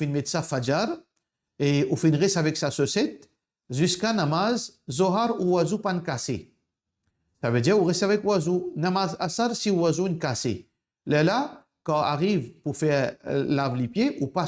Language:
Morisyen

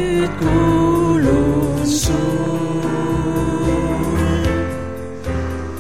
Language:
Estonian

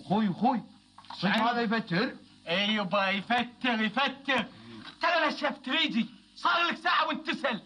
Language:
Gulf Arabic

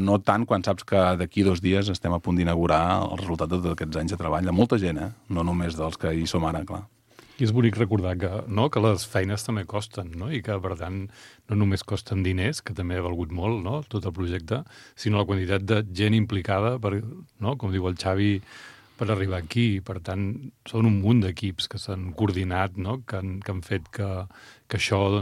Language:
Catalan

